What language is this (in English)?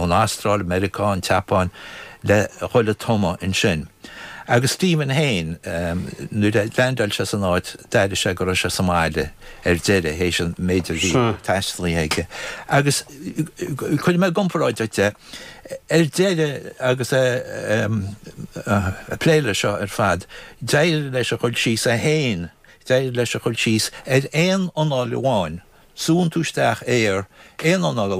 Irish